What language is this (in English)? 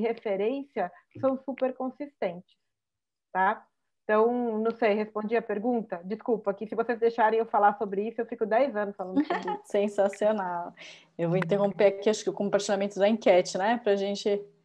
Portuguese